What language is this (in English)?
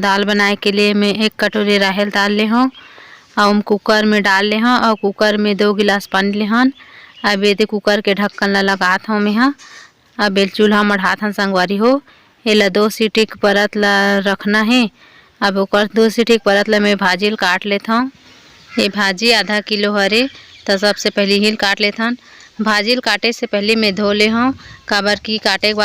Chhattisgarhi